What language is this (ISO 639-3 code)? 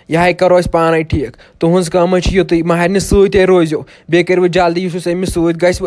kas